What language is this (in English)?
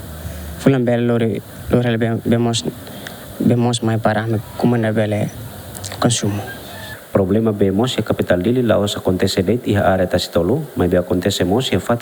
Tetum